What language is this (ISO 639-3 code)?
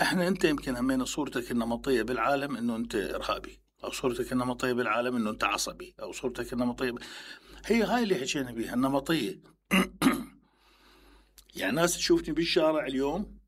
acm